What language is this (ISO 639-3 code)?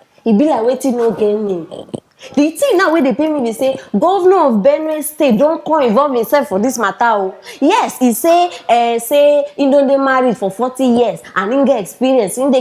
pcm